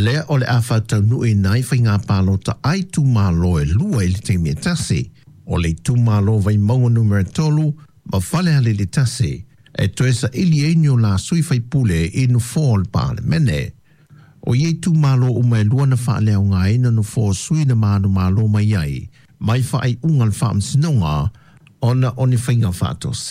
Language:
Samoan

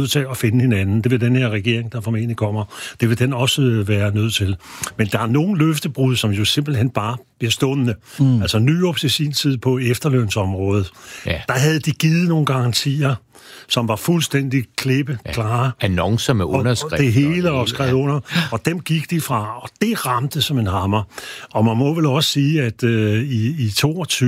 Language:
Danish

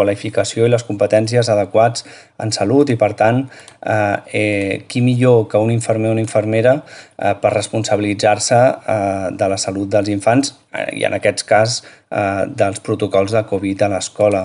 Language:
Catalan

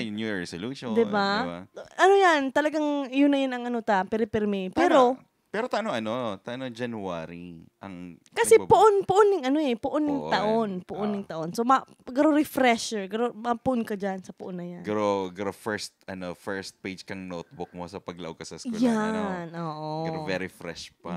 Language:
Bikol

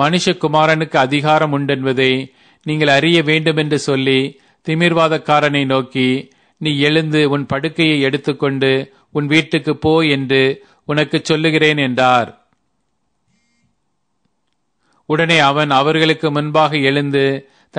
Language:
Tamil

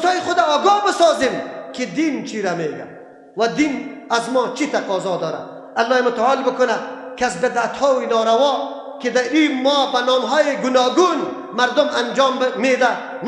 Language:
Persian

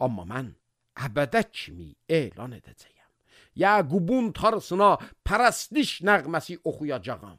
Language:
Azerbaijani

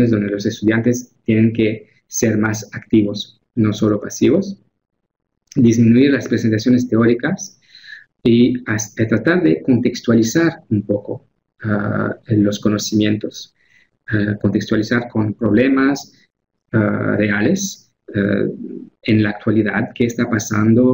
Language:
Spanish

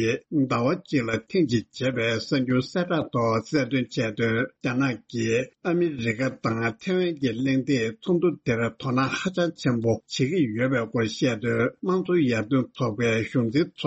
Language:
Tibetan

